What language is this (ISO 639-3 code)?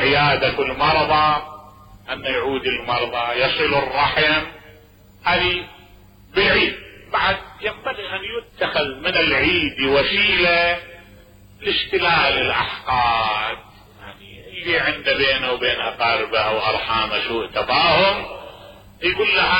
acm